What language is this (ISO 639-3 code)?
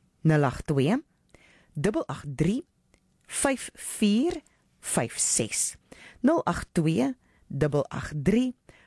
afr